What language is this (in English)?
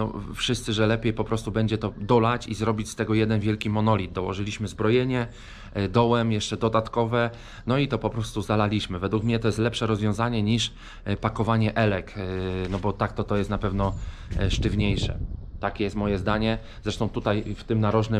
Polish